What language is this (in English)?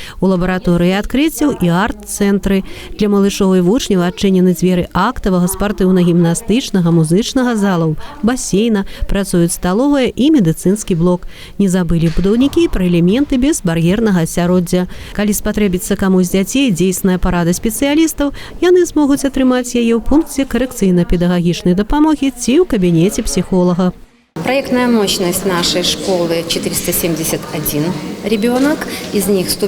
Belarusian